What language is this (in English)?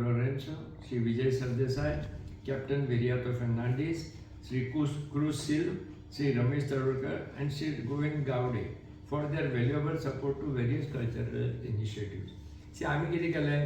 Konkani